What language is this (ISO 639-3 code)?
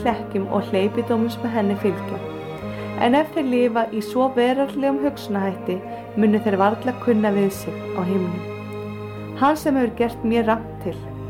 isl